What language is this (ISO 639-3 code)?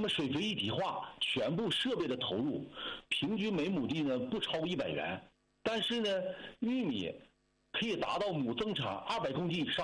zho